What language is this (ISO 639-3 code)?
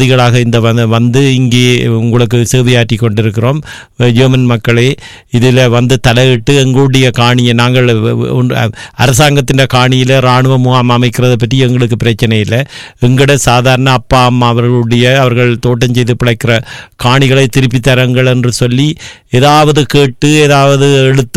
tam